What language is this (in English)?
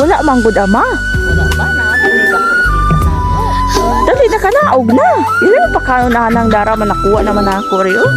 Cebuano